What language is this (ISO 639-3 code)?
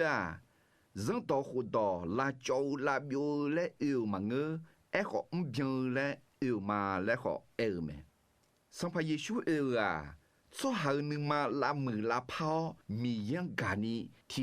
ahk